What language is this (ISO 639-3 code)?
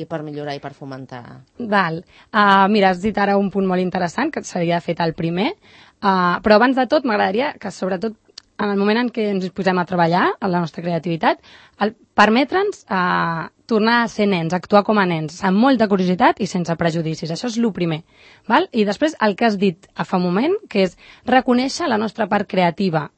cat